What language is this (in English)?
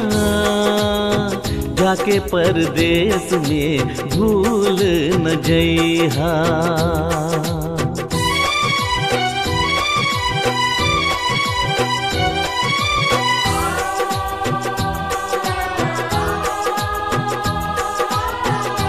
Bhojpuri